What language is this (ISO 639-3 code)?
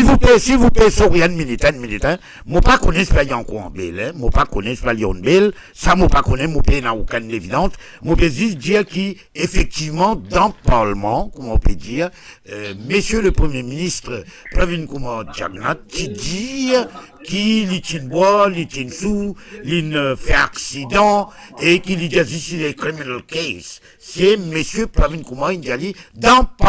mfe